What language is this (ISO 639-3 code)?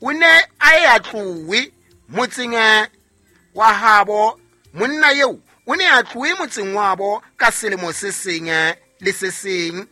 sot